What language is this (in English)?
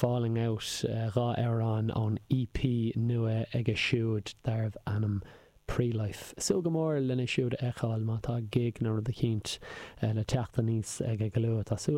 Irish